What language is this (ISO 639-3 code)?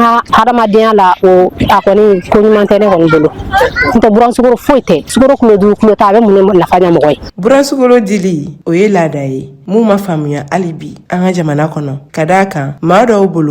bam